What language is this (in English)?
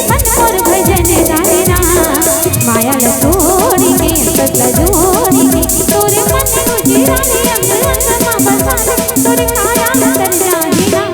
Chhattisgarhi